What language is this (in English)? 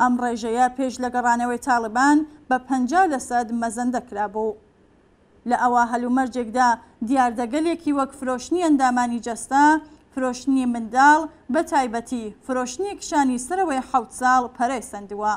Central Kurdish